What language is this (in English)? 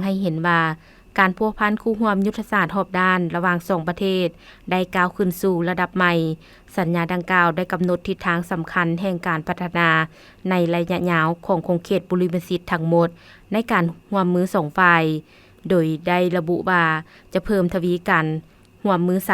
Lao